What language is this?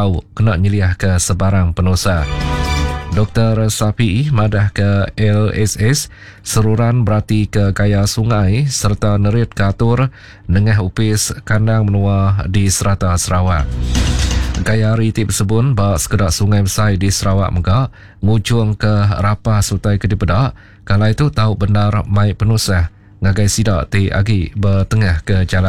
Iban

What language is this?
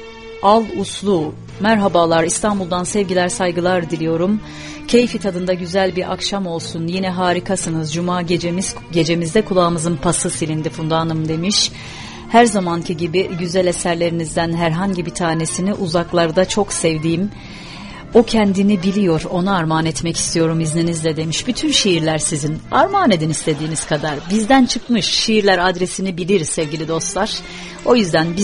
Turkish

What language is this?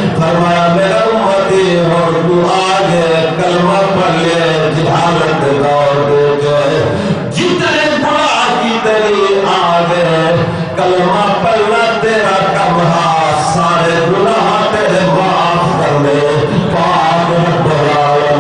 Saraiki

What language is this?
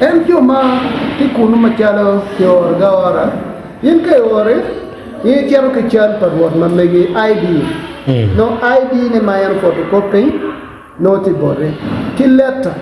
Acoli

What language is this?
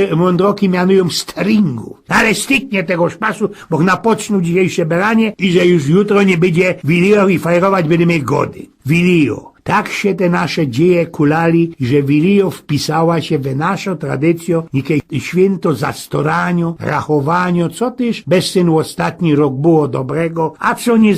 Silesian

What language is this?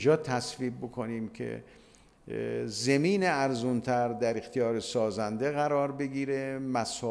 Persian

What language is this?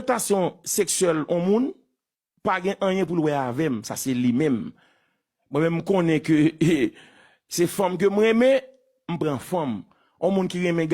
Haitian Creole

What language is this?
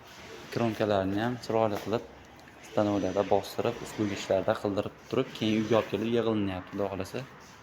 Uzbek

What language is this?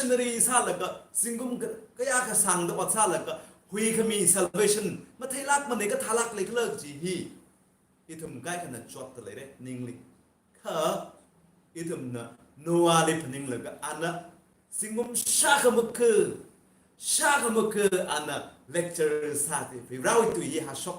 Tangkhul Naga (India)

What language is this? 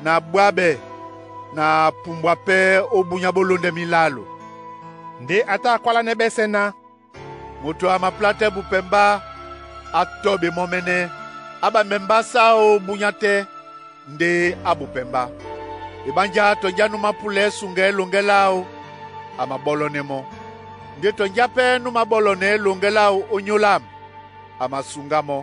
Duala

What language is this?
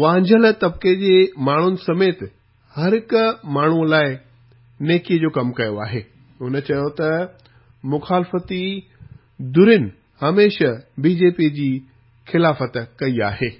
Sindhi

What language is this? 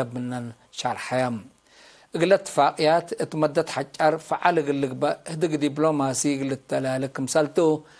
Tigre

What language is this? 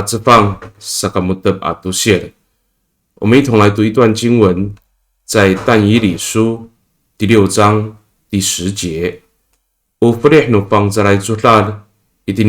Amis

